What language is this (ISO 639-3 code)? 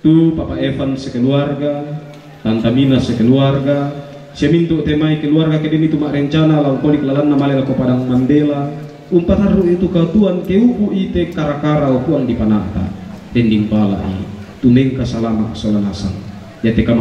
sda